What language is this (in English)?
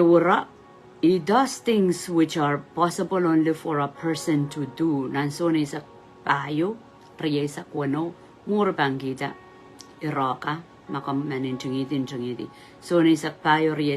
Pohnpeian